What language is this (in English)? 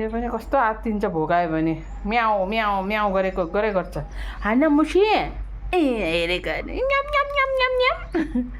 Nepali